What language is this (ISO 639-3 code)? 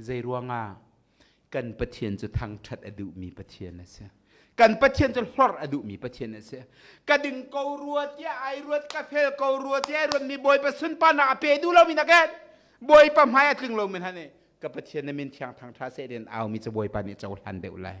cnh